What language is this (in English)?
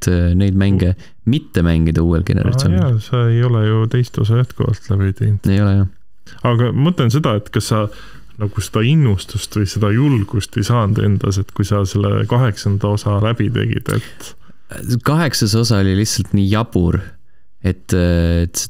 Estonian